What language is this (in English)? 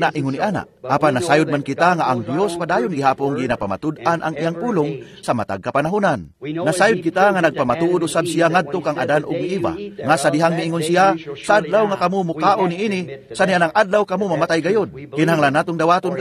Cebuano